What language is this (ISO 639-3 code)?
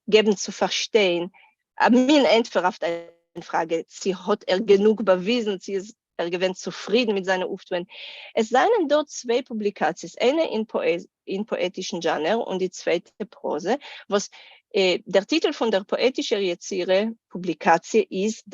yid